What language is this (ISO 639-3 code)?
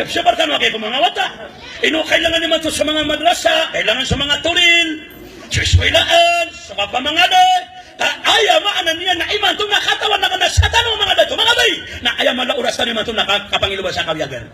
mrw